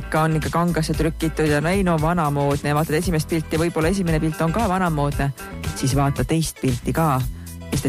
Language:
Estonian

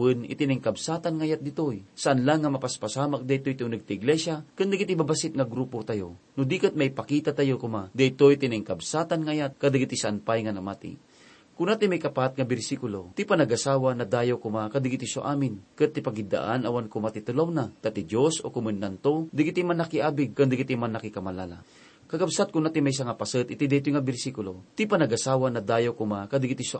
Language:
Iloko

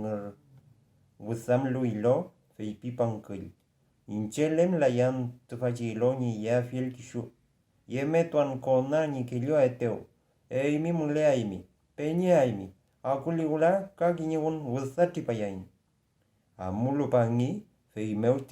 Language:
Mapuche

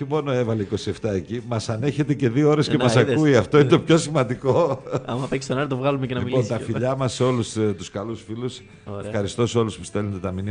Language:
Greek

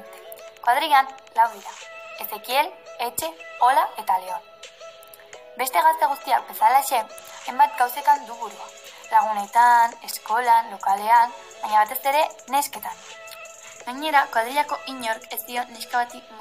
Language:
Basque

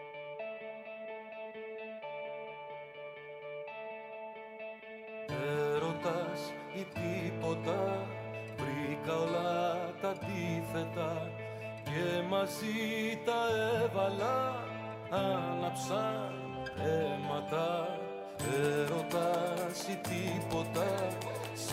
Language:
Greek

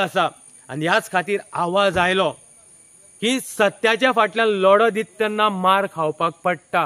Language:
Konkani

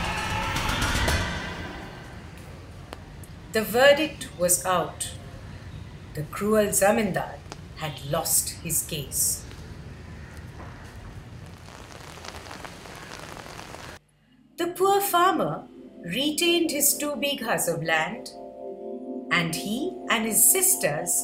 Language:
English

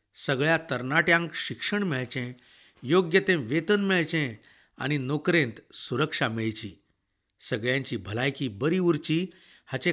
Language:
Konkani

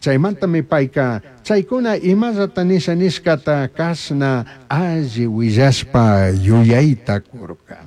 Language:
Chimborazo Highland Quichua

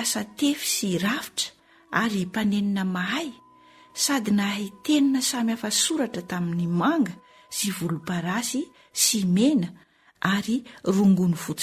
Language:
Malagasy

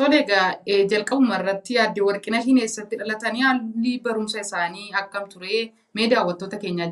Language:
Oromo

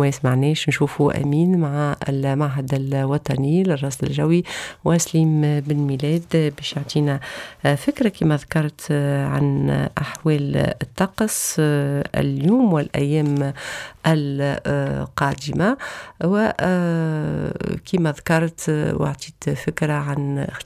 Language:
Tunisian Arabic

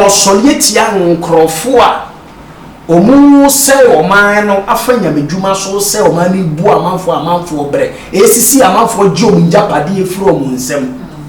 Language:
Akan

